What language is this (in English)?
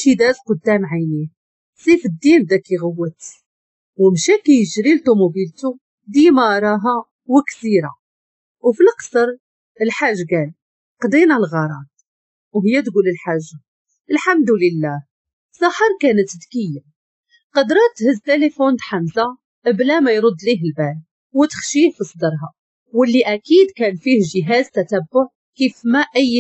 Moroccan Arabic